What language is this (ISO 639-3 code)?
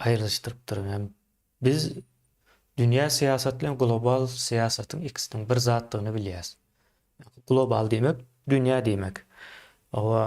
tuk